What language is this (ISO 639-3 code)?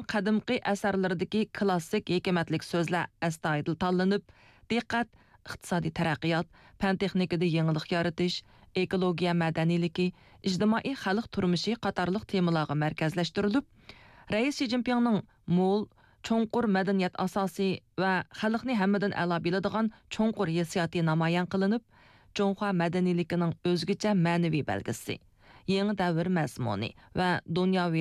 uig